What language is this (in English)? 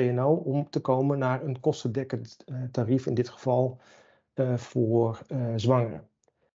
Dutch